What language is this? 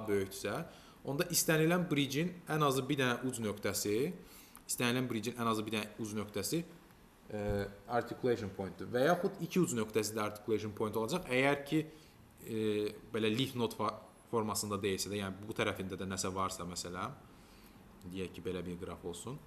Azerbaijani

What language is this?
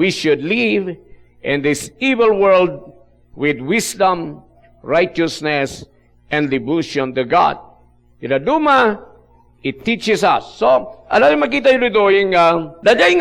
Iloko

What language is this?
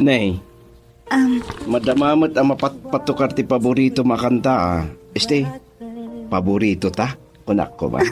Iloko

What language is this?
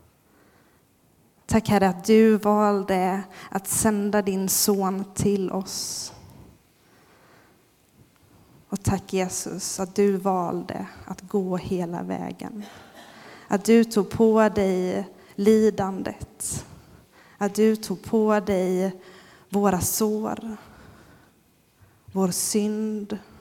Swedish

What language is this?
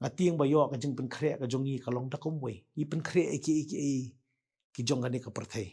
Khasi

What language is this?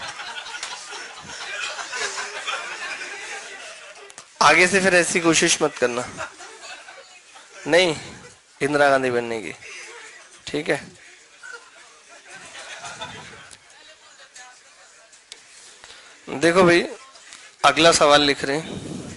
Hindi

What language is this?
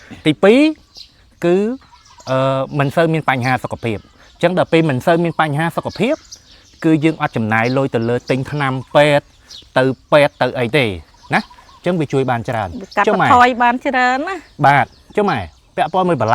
Khmer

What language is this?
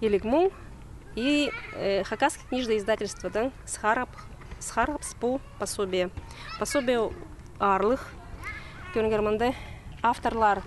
Khakas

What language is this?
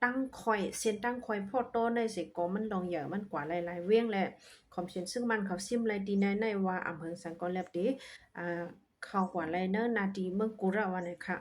Shan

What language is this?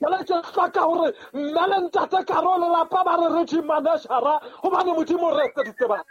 Southern Sotho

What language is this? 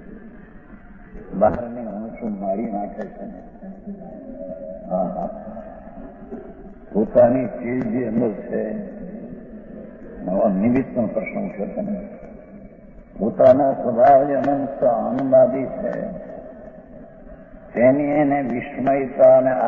Gujarati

